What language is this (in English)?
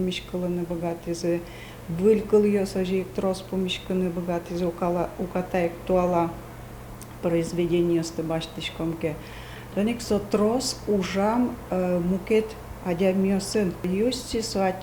Udmurt